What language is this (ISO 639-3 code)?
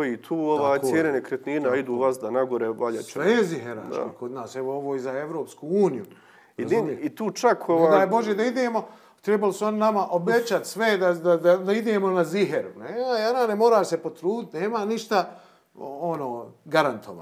bos